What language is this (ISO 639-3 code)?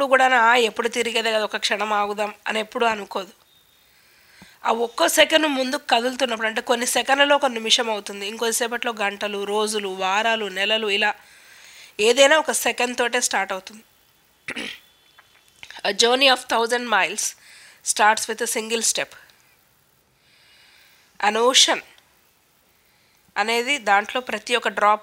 tel